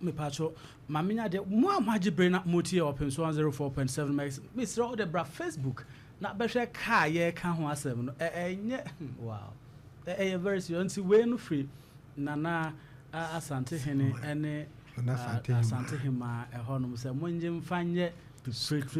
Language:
Akan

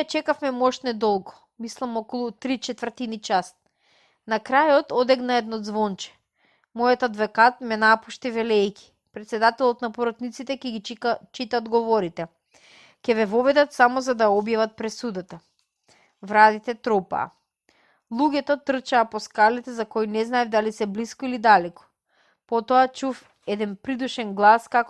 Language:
Macedonian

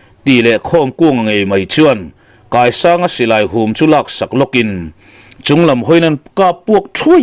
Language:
Mizo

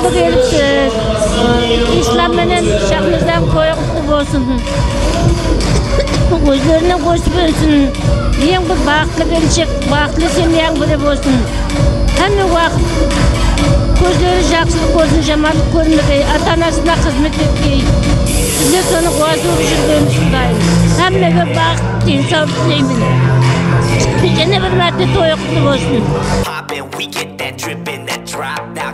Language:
Kara-Kalpak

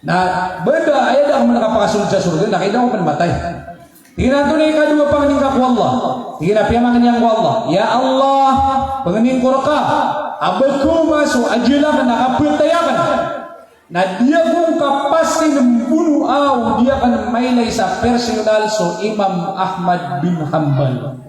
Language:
Maranao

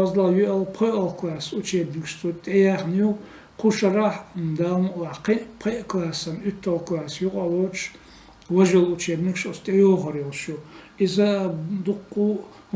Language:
Chechen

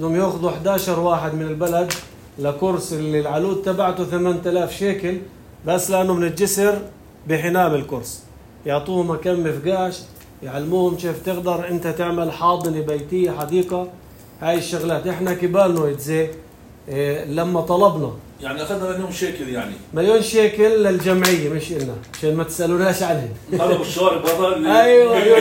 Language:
North Levantine Arabic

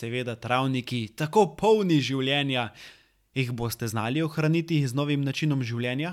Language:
Slovenian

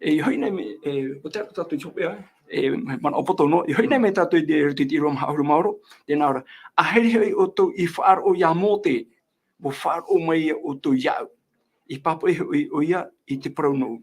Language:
Tahitian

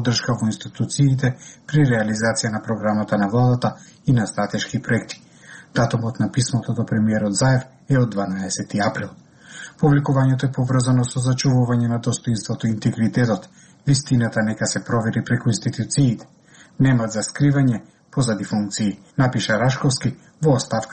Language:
Macedonian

